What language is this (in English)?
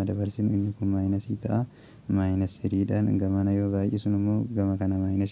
Oromo